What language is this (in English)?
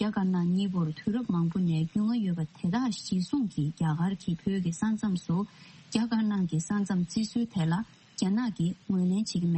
Tibetan